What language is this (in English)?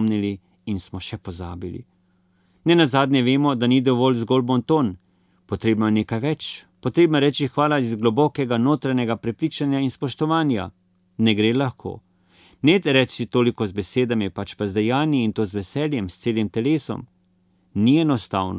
Slovenian